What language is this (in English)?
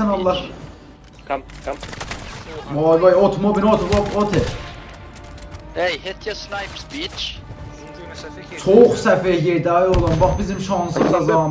South Azerbaijani